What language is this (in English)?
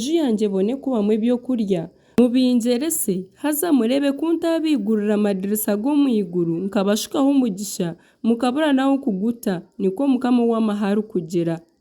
Nyankole